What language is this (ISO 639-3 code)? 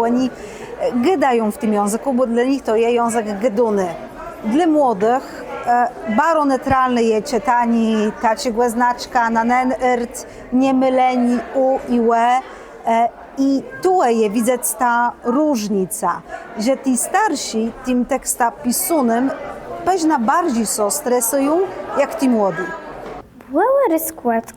csb